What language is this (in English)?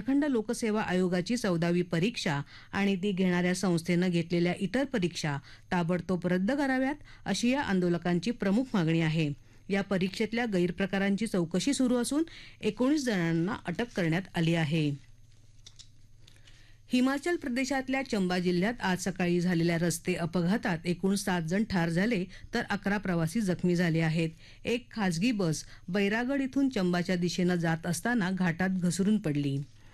Marathi